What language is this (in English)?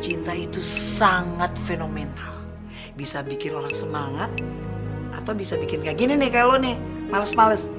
Indonesian